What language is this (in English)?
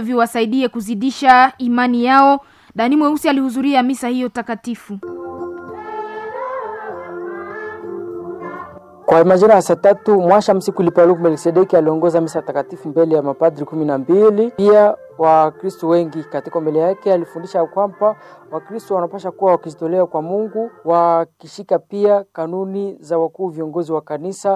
Swahili